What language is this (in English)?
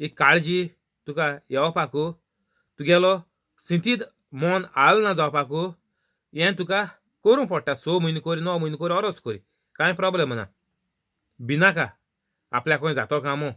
Konkani